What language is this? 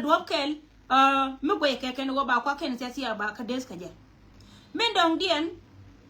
Nuer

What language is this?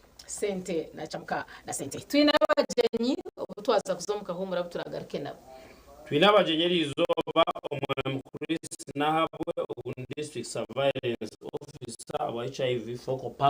Nyankole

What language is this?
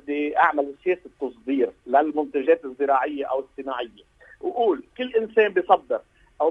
North Levantine Arabic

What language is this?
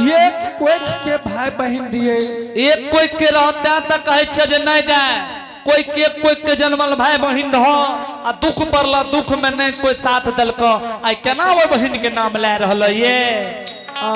Angika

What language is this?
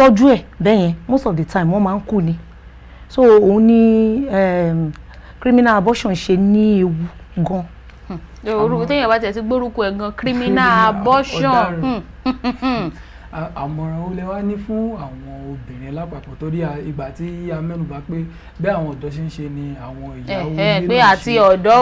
Yoruba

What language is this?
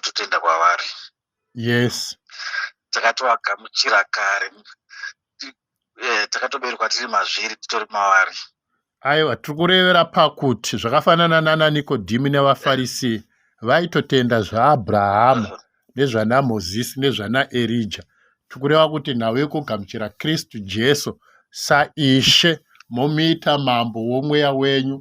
Shona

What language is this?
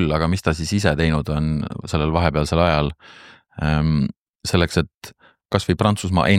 Estonian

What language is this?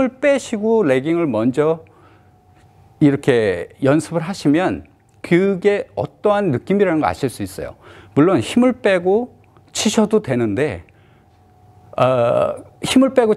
Korean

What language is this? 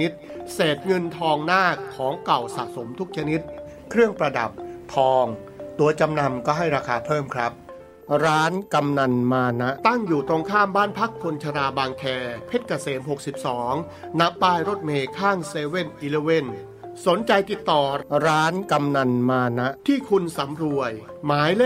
Thai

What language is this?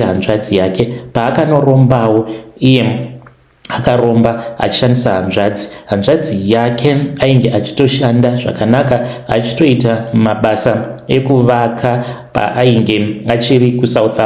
Shona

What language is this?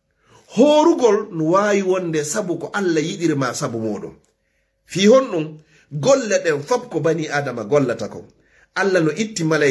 Fula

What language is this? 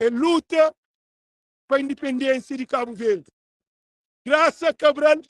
Kabuverdianu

